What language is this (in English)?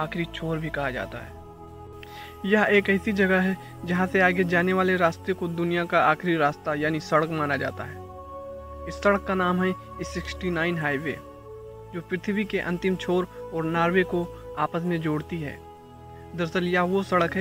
Hindi